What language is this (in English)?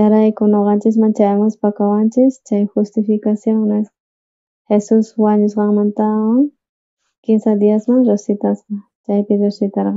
South Bolivian Quechua